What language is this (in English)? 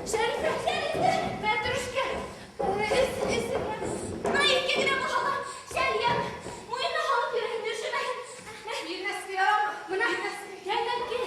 Bashkir